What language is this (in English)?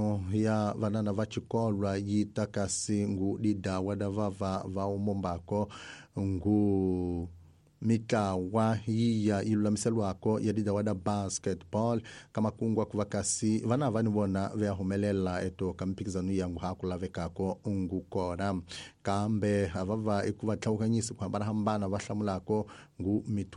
Tsonga